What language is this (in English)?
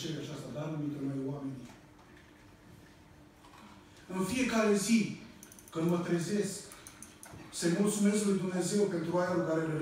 Romanian